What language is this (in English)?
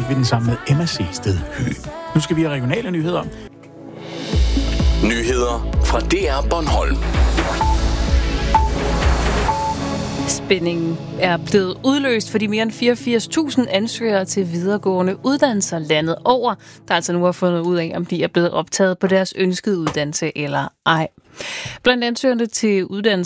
Danish